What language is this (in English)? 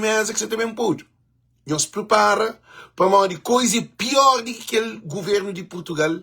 Kabuverdianu